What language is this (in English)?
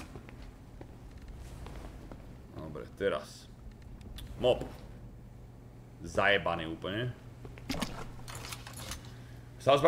Slovak